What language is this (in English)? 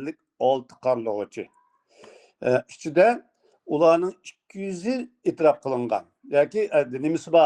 Uyghur